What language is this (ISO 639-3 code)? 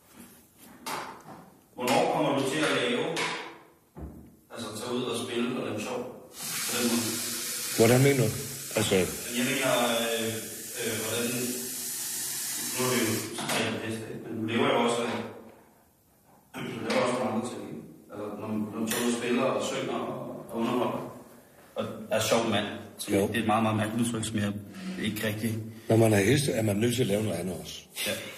dan